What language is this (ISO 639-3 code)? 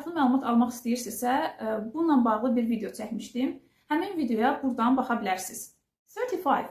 aze